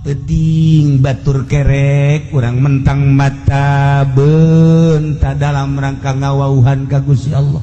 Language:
Sundanese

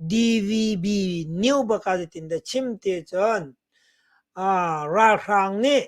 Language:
Hakha Chin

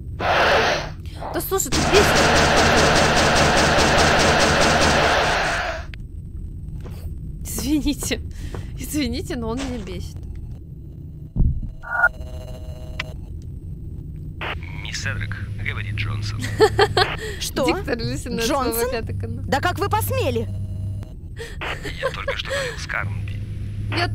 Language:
Russian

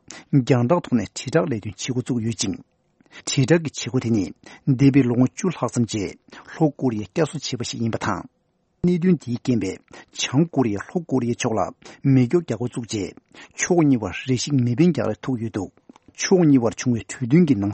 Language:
Tibetan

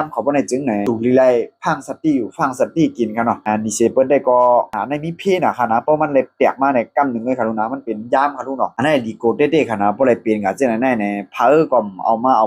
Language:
Shan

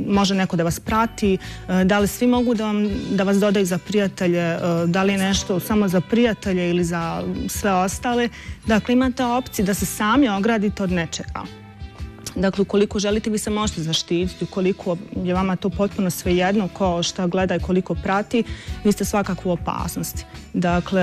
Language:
Bosnian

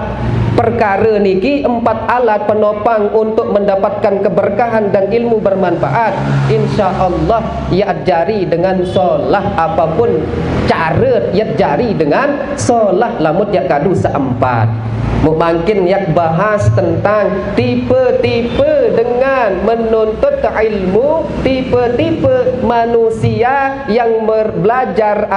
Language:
Sasak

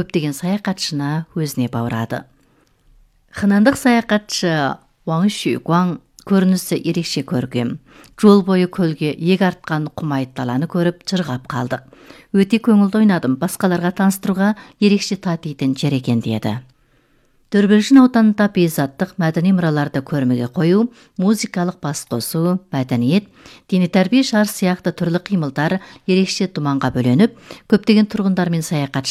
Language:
Kazakh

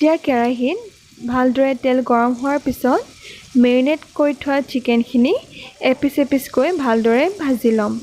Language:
Assamese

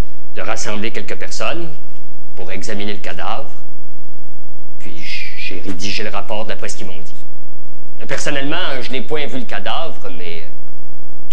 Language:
French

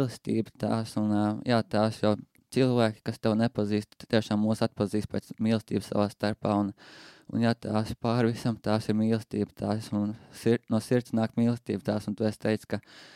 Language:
Latvian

